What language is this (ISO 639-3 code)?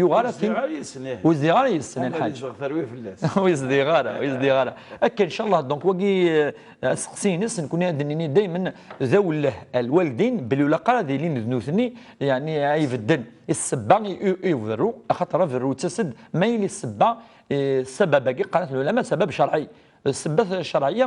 kab